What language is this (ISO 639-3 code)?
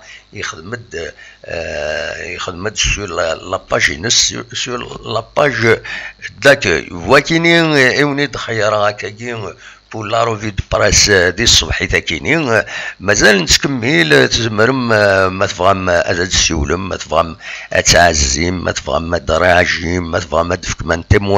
kab